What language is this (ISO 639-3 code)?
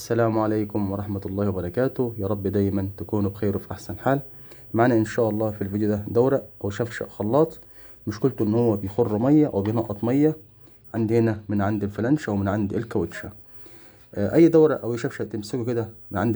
arz